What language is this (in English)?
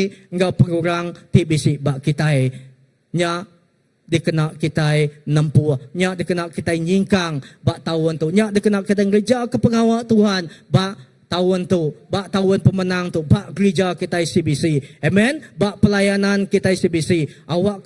Iban